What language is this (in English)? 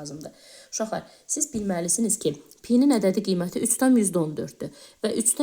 Azerbaijani